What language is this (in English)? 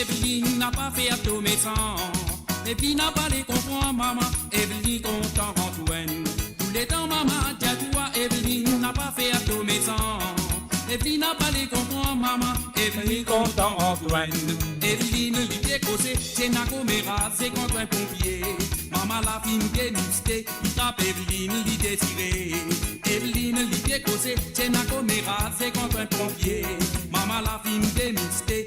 Morisyen